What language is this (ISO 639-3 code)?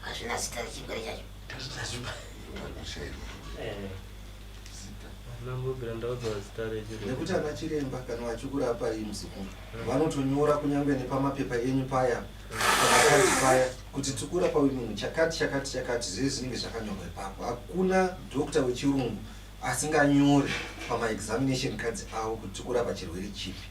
sna